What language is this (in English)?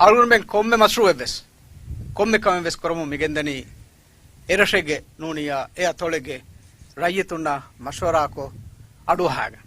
Divehi